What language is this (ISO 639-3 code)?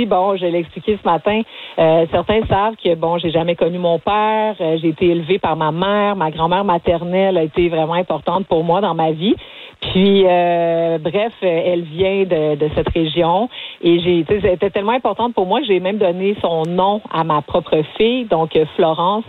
fra